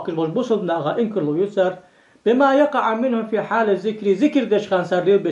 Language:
Ingush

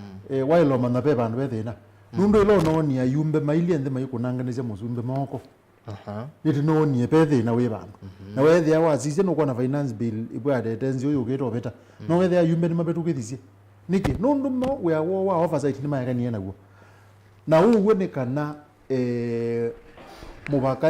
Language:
Kamba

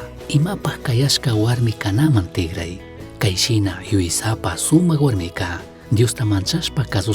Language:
Chimborazo Highland Quichua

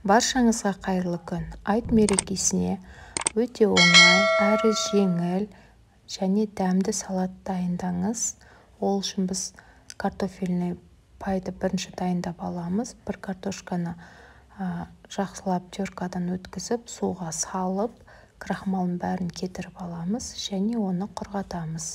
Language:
Kazakh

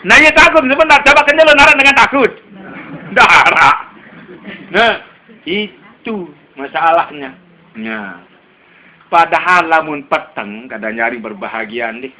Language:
Sasak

